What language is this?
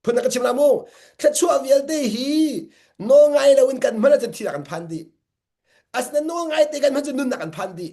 Hakha Chin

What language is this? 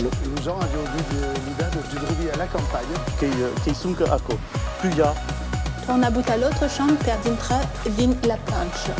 Occitan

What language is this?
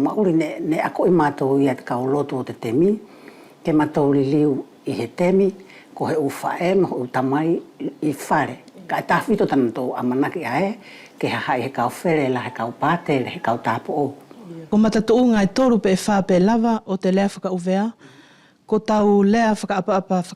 Wallisian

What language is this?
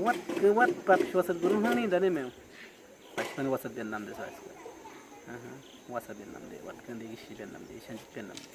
Awa-Cuaiquer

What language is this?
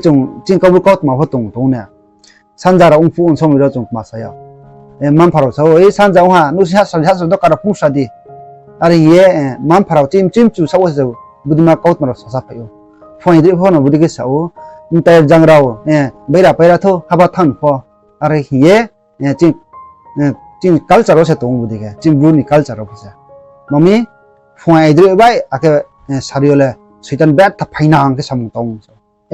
Riang (India)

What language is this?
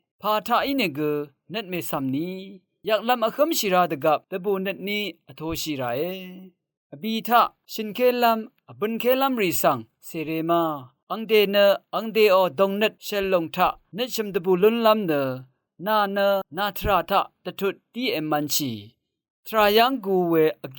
Rawang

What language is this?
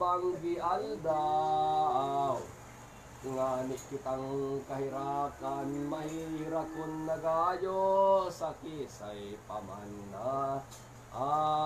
Bikol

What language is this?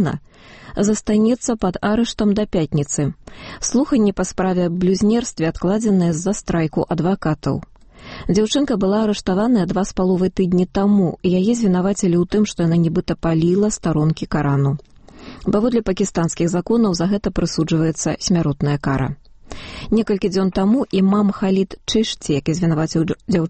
Belarusian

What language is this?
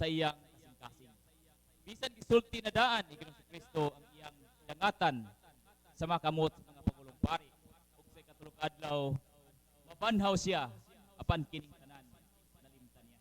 Cebuano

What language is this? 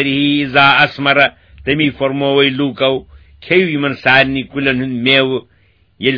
Kashmiri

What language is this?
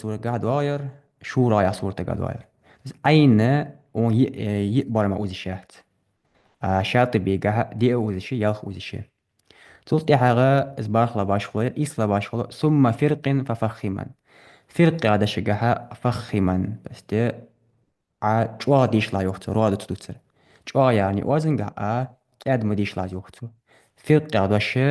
Ingush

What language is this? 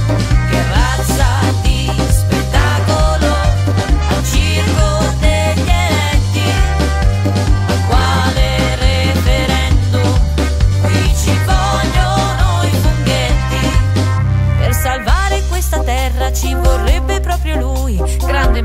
Italian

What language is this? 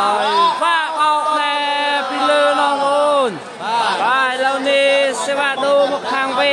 Khmer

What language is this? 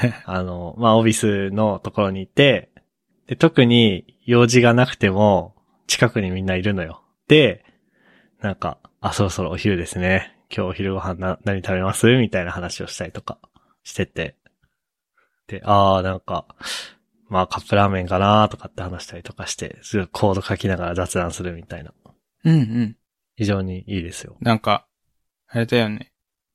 Japanese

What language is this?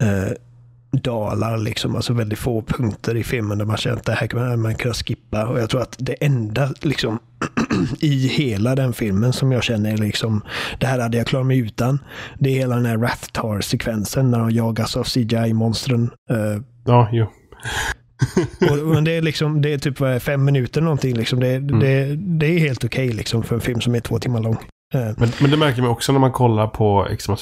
Swedish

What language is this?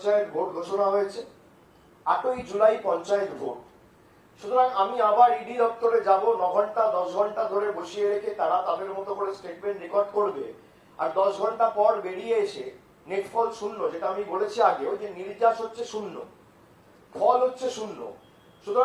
Bangla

